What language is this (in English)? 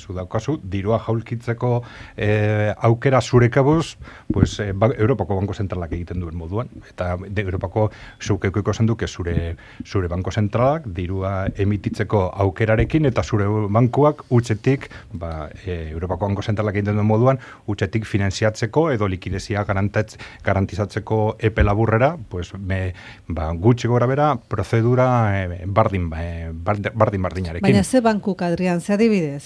Basque